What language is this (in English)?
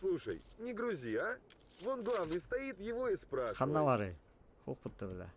Yakut